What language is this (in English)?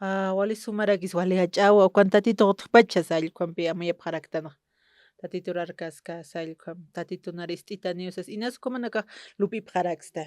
Aymara